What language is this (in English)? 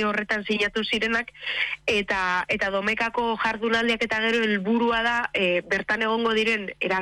Basque